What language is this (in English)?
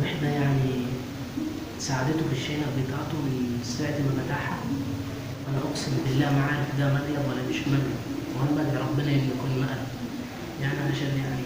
Egyptian Arabic